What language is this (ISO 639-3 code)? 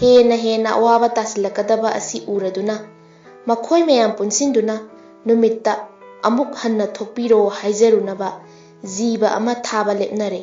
mni